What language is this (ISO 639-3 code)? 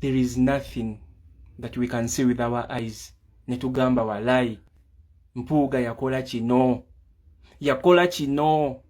lug